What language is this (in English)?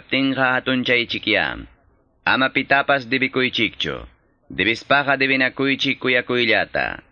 Quechua